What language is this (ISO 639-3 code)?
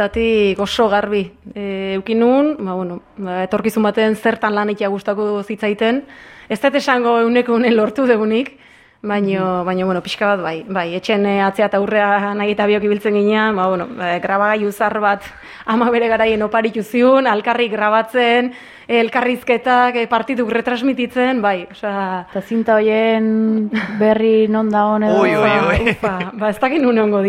eus